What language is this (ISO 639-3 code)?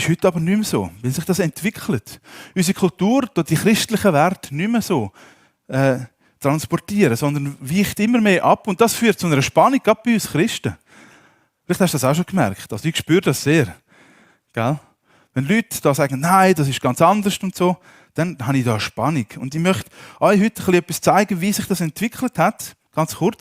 gsw